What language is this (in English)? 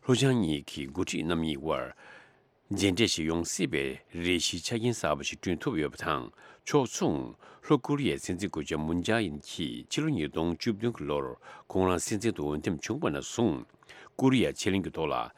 Tibetan